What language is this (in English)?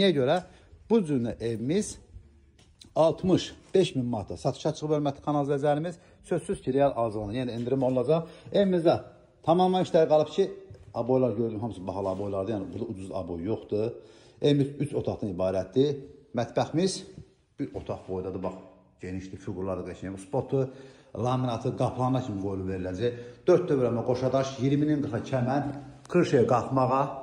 Azerbaijani